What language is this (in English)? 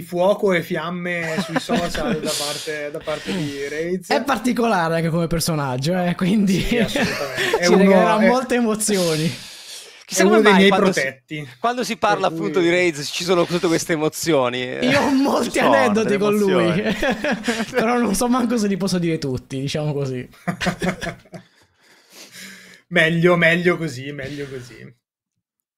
Italian